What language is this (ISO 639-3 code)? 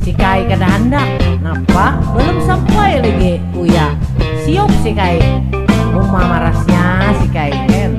bjn